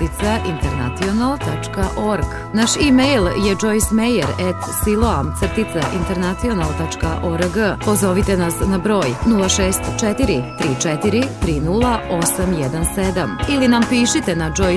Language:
Serbian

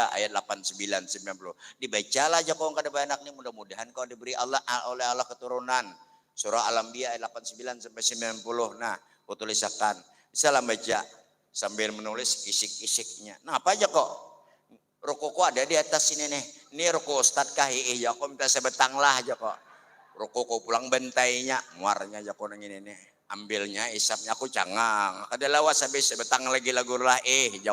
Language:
Banjar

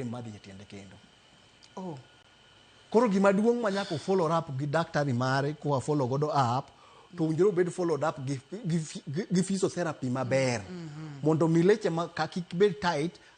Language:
Luo (Kenya and Tanzania)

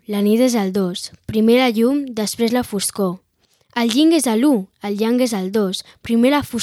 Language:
Catalan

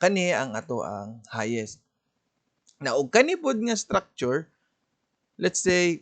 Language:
Cebuano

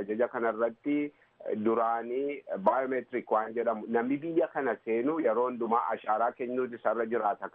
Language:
Oromo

